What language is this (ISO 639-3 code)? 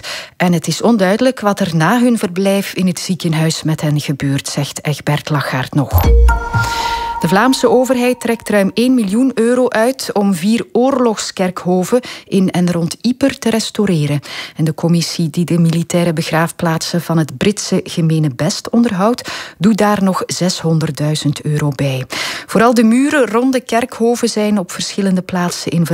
nld